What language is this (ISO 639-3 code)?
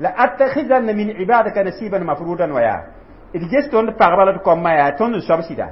mos